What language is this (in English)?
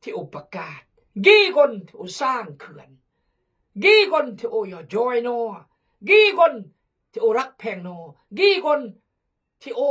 Khmu